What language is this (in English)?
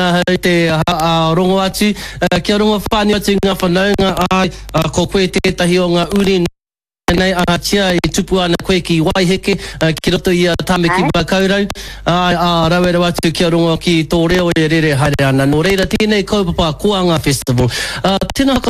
Māori